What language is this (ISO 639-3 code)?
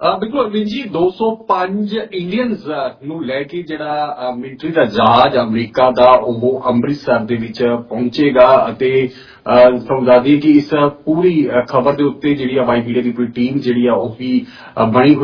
pan